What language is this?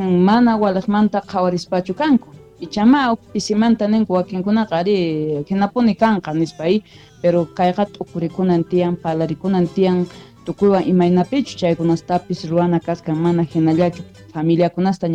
South Bolivian Quechua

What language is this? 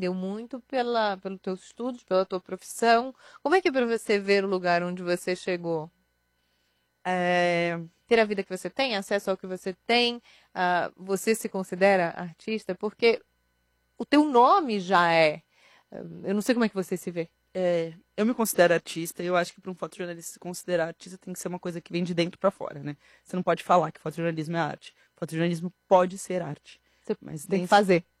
Portuguese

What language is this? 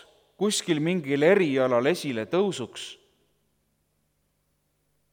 Estonian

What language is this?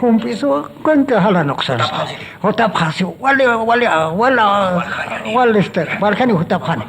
Aymara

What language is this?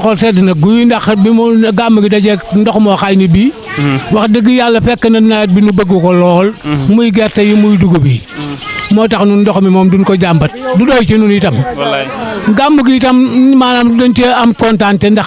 Wolof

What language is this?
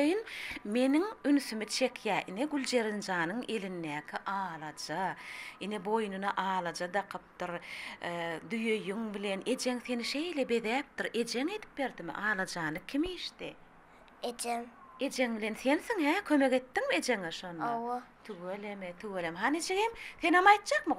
Turkmen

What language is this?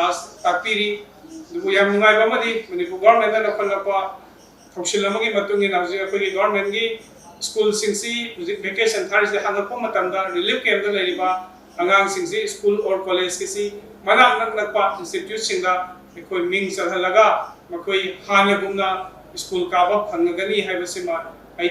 Manipuri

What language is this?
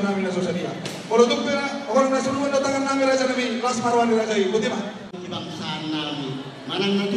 Batak Toba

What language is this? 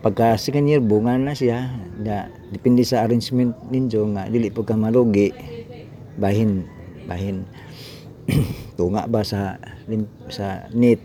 Cebuano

